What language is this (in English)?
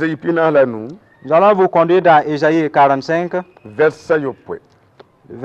Mossi